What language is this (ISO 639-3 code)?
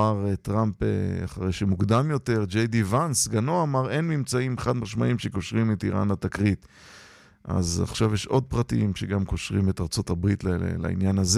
heb